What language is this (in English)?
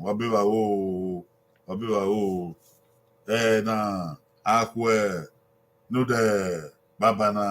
Bini